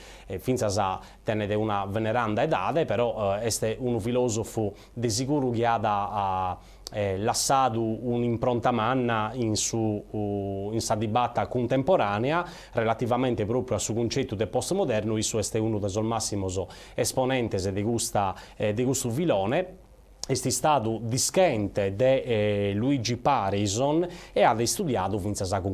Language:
Sardinian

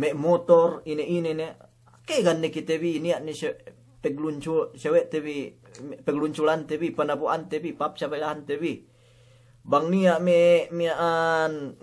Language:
Yakan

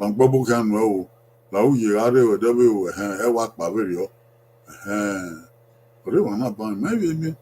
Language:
Bini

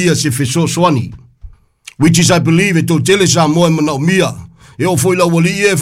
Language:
Samoan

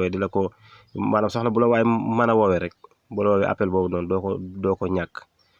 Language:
Wolof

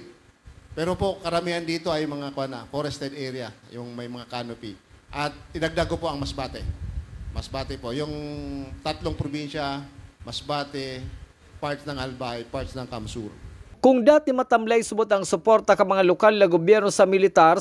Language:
Bikol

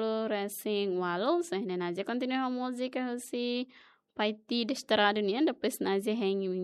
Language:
Tetum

